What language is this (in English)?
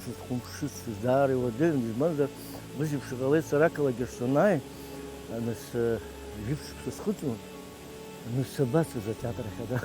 Abkhazian